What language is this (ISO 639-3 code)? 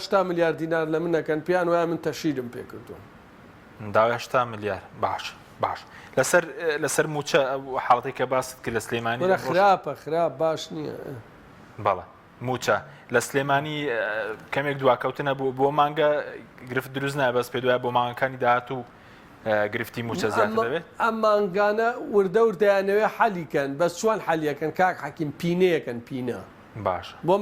ckb